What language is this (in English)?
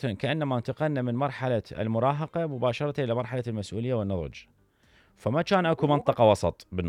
Mesopotamian Arabic